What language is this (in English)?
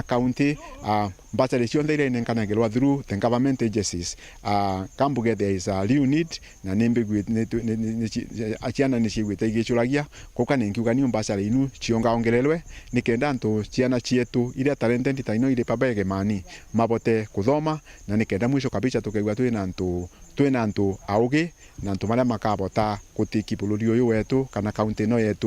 Meru